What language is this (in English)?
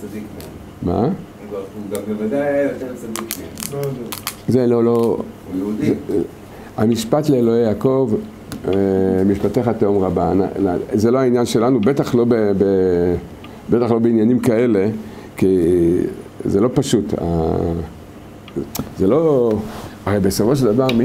Hebrew